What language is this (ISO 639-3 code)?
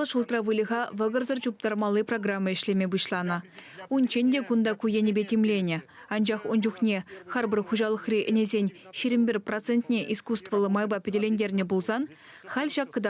chv